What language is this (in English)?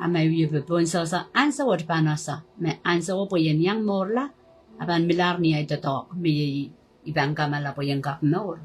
Pohnpeian